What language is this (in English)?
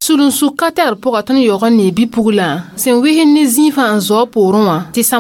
Mossi